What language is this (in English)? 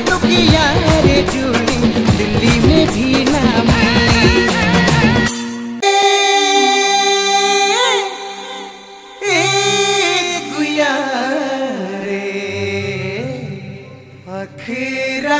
Sadri